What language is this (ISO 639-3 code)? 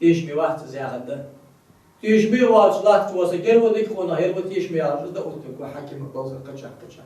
inh